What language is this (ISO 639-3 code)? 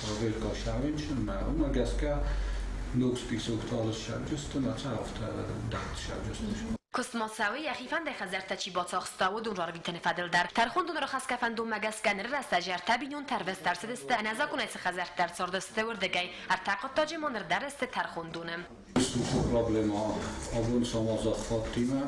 oss